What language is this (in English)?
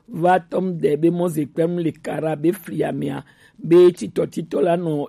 Gen